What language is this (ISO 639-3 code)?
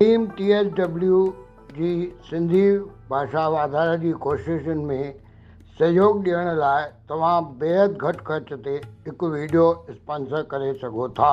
snd